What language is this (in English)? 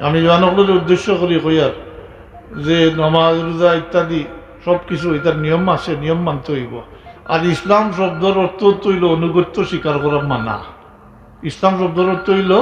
Sylheti